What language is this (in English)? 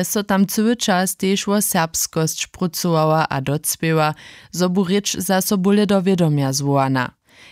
Upper Sorbian